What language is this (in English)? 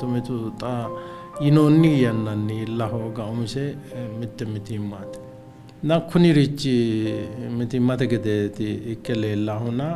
Sidamo